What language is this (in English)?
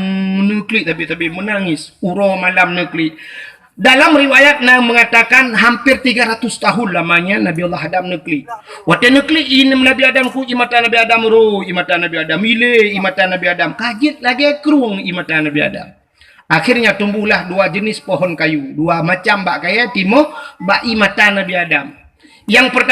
Achinese